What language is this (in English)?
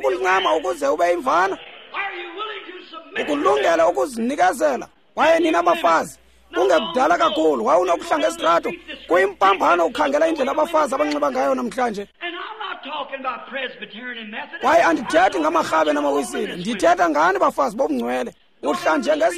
Xhosa